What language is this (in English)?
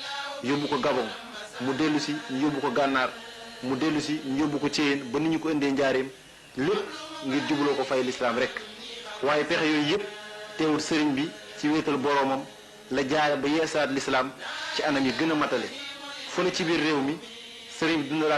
Wolof